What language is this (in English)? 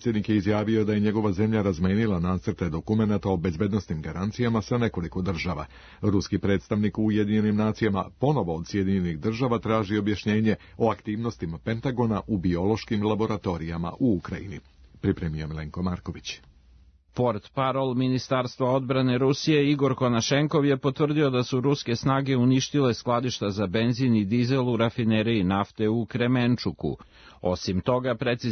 Serbian